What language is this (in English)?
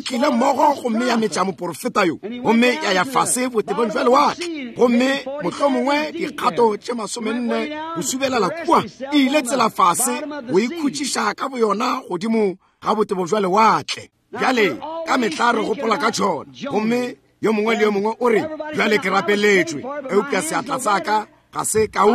Northern Sotho